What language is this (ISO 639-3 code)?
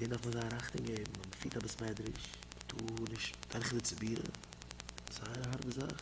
yid